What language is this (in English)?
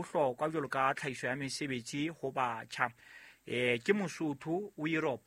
Southern Sotho